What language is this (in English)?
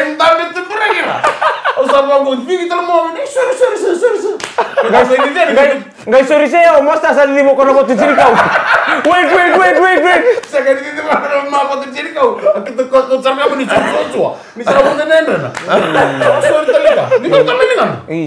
Fijian